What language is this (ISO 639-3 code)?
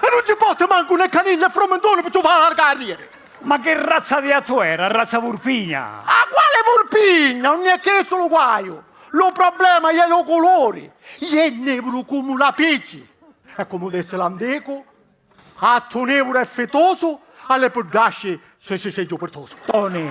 scn